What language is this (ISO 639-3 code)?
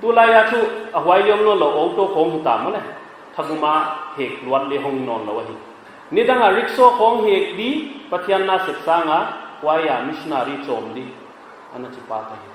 pck